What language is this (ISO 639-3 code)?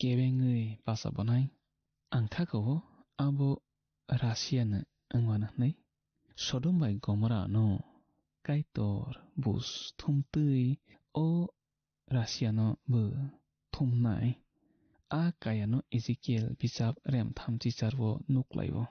trp